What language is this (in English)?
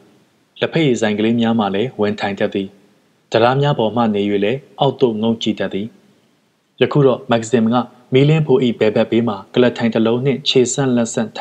Burmese